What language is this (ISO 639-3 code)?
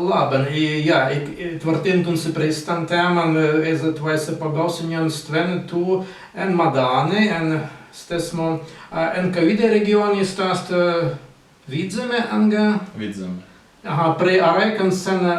prg